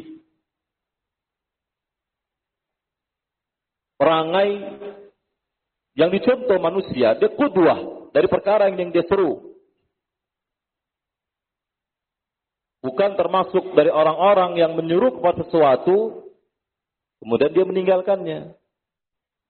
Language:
Indonesian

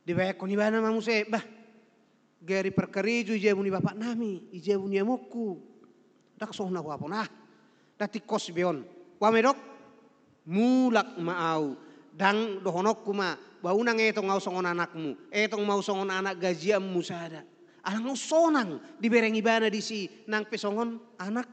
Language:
Batak Toba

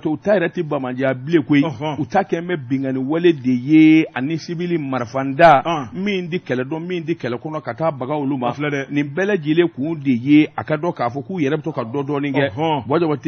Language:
Bambara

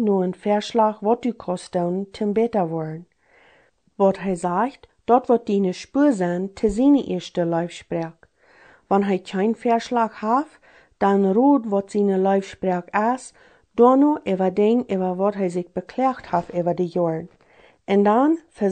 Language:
Plautdietsch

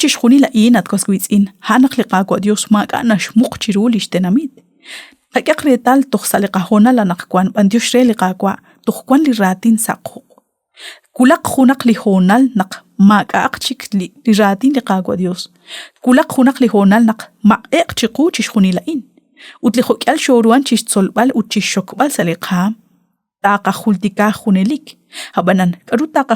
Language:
Kekchí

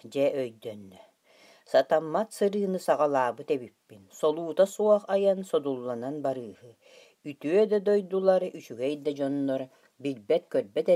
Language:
Yakut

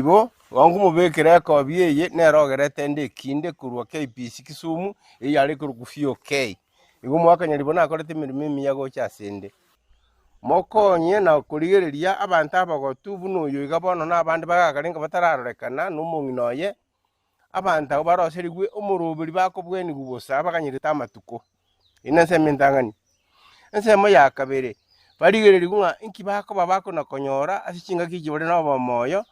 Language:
Gusii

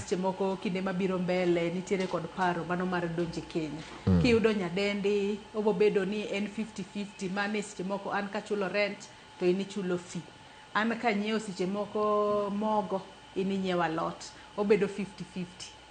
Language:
Luo (Kenya and Tanzania)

